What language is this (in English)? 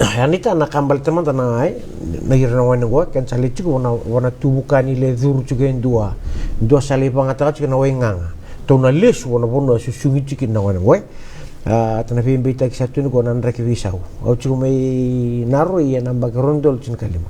Fijian